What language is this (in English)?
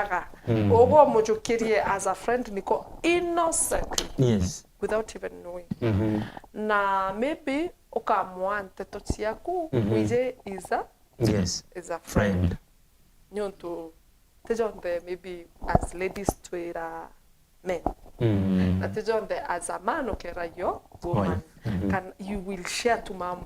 Meru